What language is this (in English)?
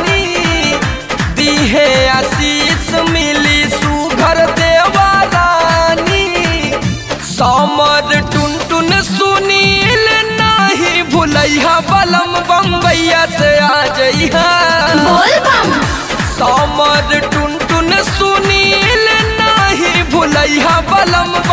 Bhojpuri